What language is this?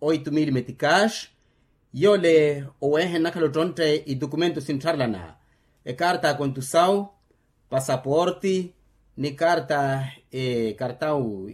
Makhuwa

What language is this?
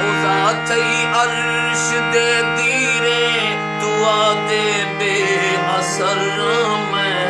Saraiki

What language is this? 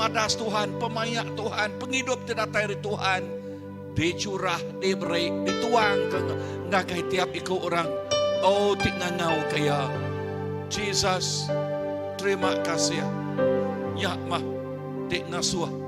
Iban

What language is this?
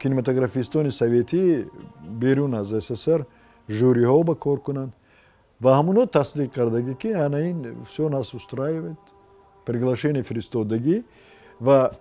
Tajik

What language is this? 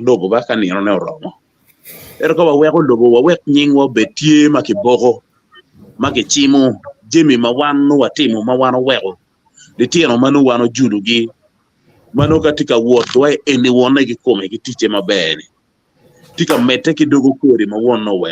Acoli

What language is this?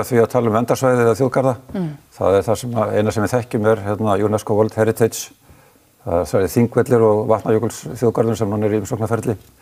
Icelandic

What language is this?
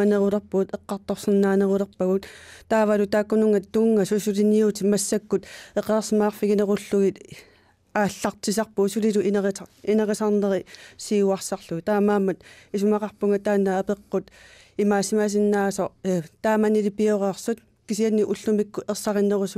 Kalaallisut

